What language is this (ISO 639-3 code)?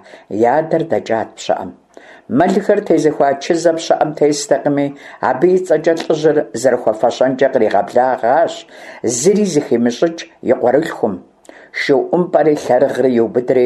kbd